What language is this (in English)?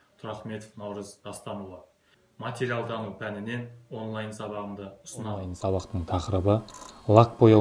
Kazakh